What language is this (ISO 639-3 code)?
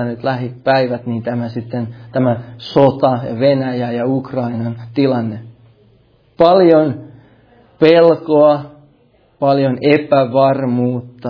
fin